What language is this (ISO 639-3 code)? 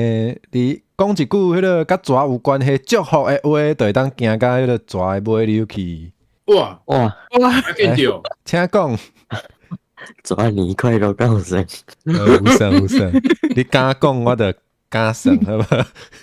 nan